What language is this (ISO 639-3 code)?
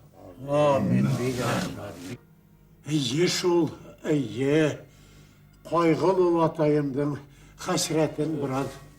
bak